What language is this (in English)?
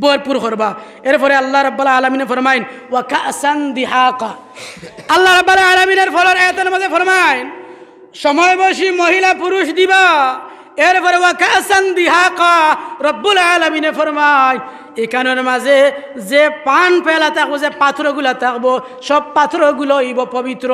Sylheti